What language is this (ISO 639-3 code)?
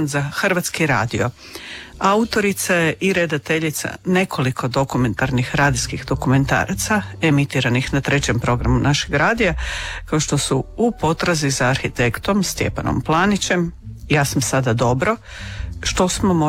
hrv